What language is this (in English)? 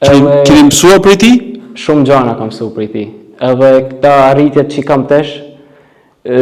Albanian